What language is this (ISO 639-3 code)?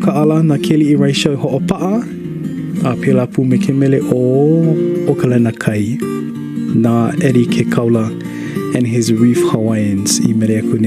haw